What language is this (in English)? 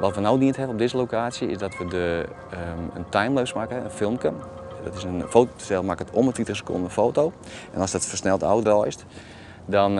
Western Frisian